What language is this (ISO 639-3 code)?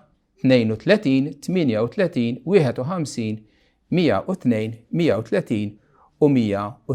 mlt